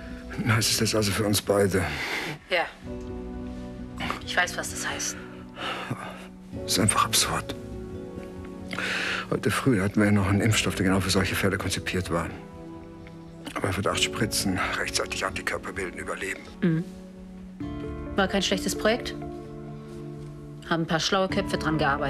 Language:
German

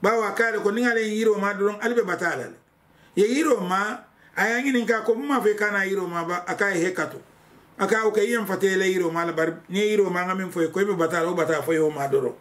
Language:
Mandingo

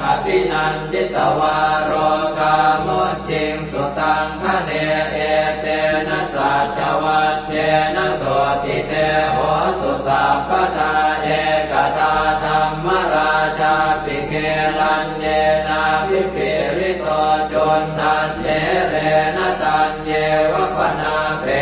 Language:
Pali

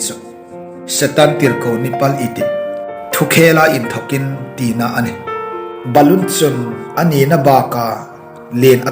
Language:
Hmar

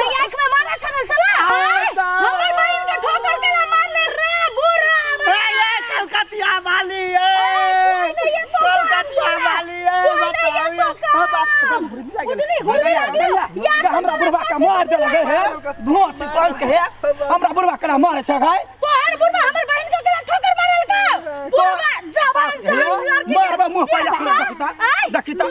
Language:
Maithili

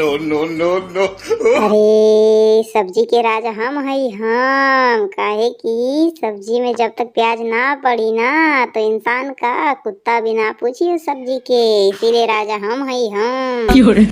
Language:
Bhojpuri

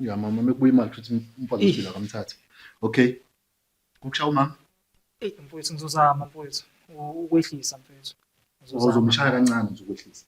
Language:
Zulu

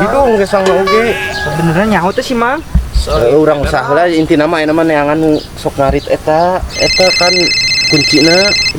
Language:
Sundanese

